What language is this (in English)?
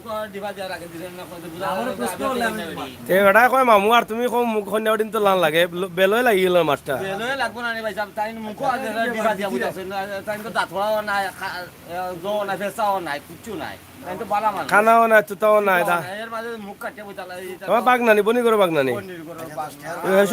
Sylheti